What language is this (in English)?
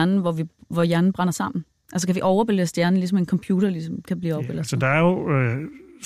Danish